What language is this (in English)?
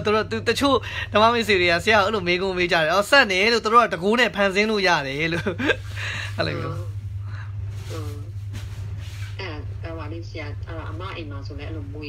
Burmese